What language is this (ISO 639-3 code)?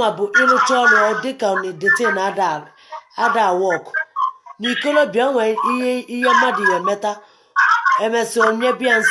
ibo